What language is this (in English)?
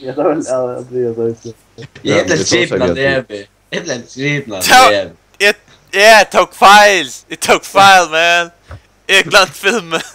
Faroese